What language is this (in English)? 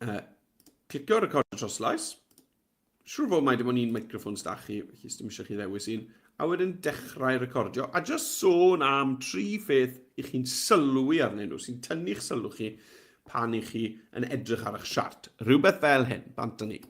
Welsh